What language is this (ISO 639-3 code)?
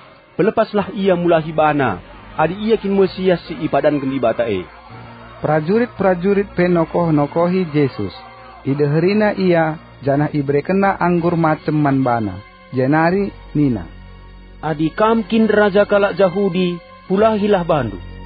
btx